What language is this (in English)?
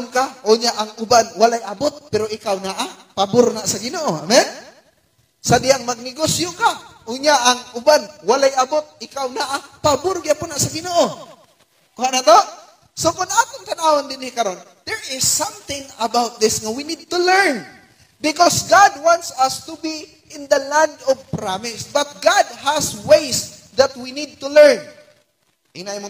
Cebuano